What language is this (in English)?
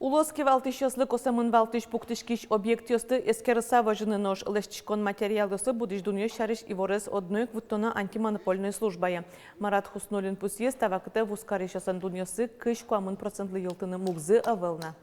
Udmurt